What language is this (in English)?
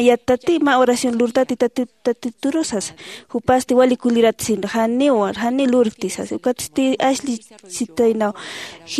Aymara